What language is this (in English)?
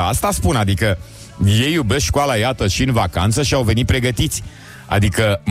Romanian